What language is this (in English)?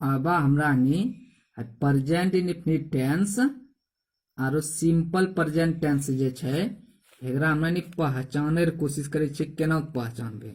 Angika